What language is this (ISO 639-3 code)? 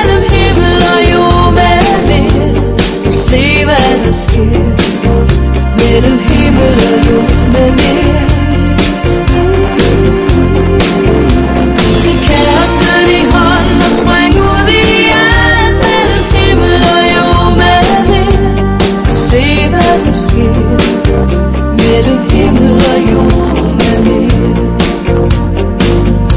dan